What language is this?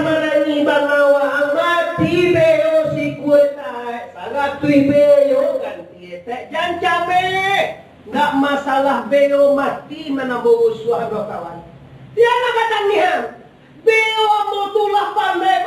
Minangkabau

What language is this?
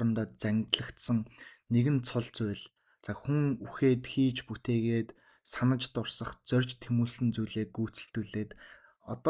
Mongolian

